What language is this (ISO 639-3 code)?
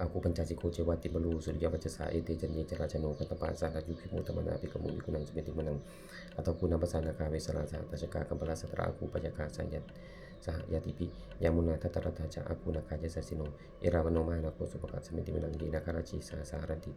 pli